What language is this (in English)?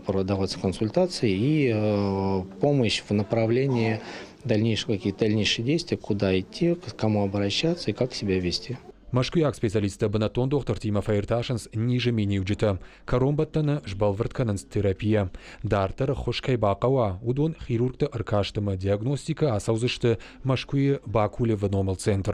Ossetic